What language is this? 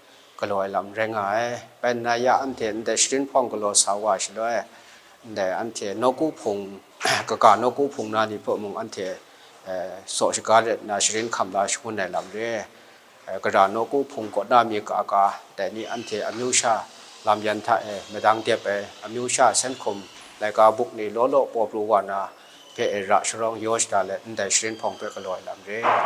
Kachin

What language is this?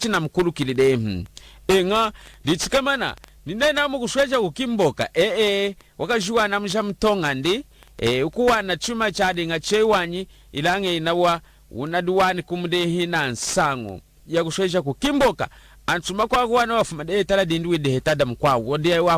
Lunda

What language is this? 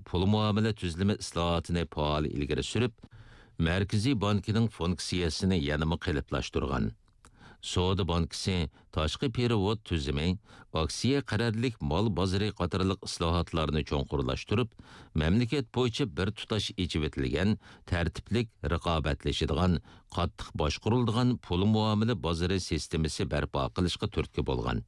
Uyghur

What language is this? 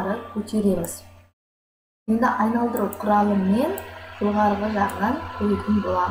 Kazakh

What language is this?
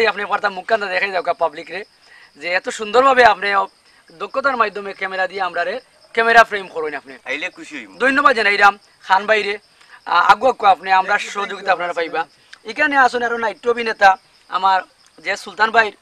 Sylheti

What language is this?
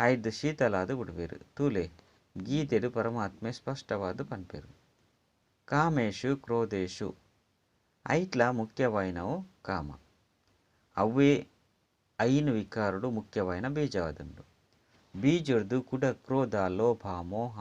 Tulu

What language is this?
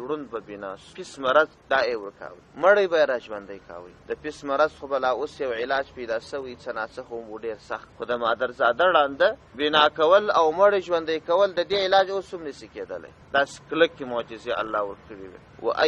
Pashto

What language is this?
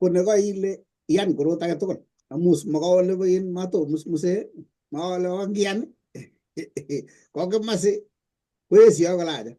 Kalenjin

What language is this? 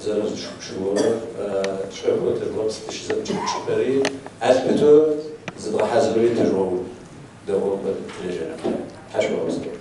Kabardian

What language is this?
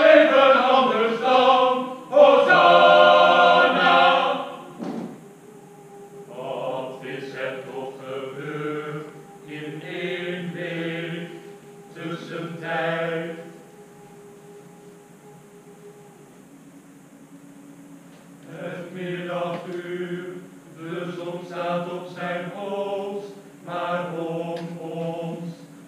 Dutch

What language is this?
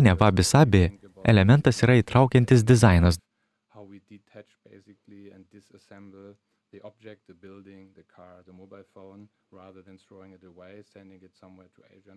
Lithuanian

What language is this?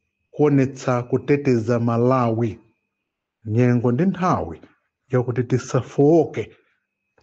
Nyanja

